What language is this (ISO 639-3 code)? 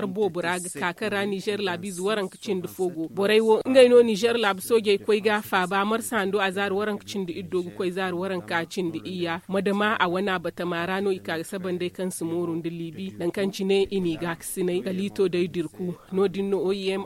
dje